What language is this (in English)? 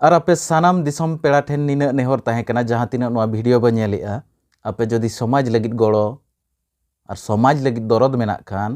Santali